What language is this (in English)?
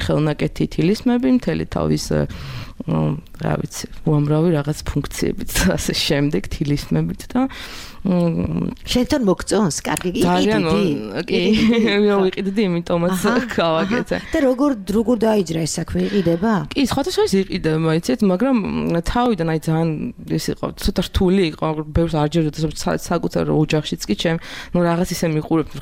Georgian